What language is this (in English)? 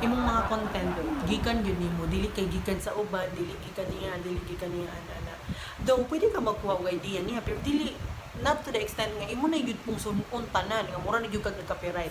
Cebuano